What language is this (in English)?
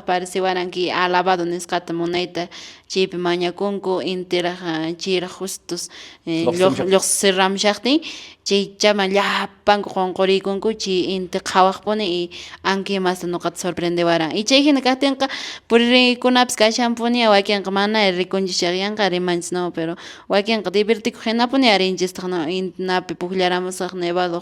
Quechua